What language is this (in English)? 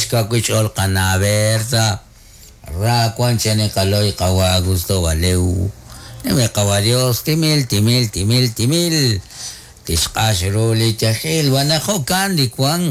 Kekchí